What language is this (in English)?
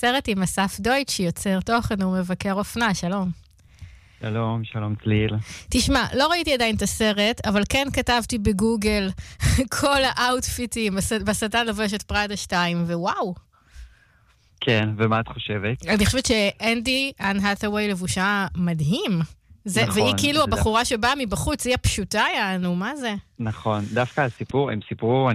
Hebrew